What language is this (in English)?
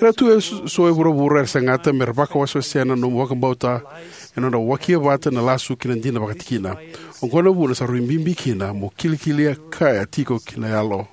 Fijian